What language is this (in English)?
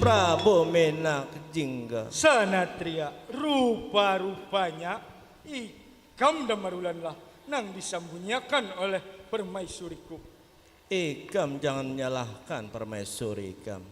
Banjar